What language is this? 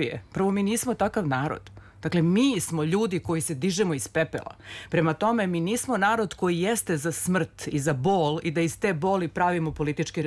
Serbian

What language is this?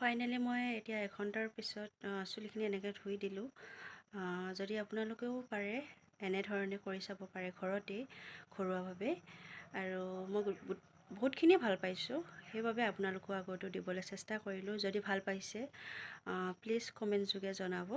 Assamese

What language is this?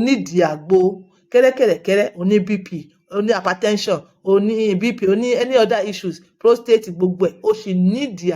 Yoruba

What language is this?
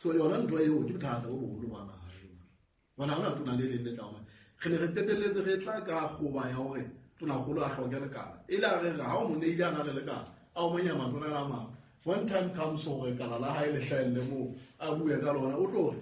Southern Sotho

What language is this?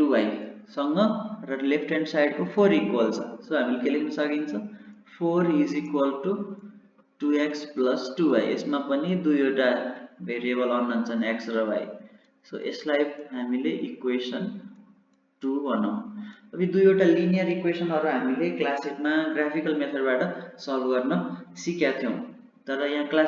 Nepali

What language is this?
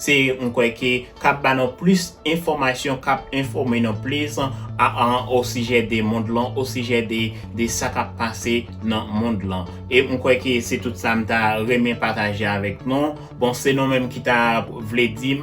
Haitian Creole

